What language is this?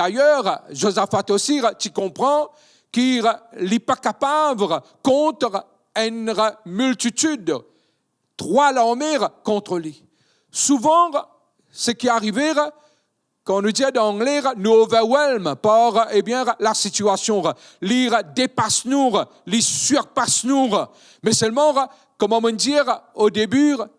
Morisyen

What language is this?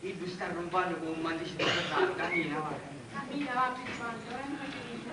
Sicilian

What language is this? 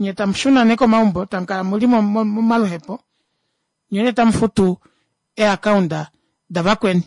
Kuanyama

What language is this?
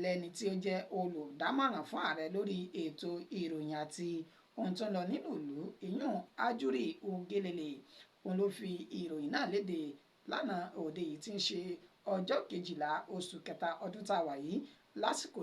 Yoruba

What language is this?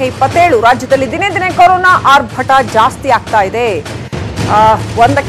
Kannada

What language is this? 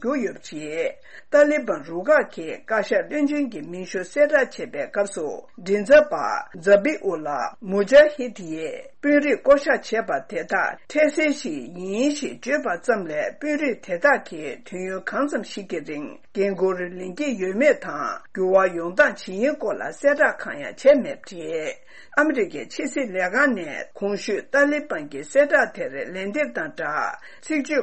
Tibetan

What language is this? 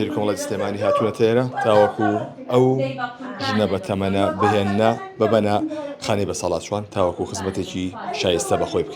Central Kurdish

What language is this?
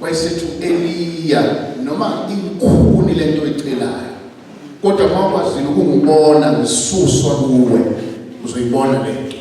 Zulu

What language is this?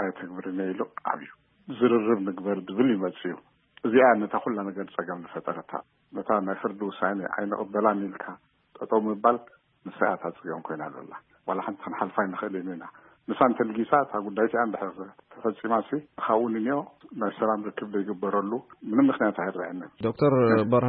Tigrinya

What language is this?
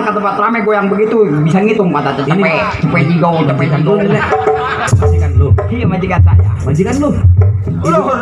Betawi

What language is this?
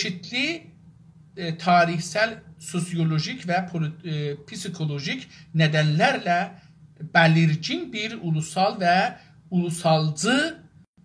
South Azerbaijani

